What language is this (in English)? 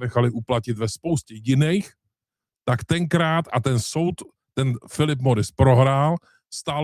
Czech